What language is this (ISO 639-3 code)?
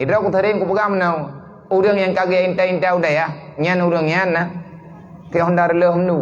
ace